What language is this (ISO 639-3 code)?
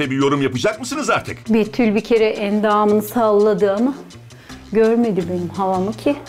tur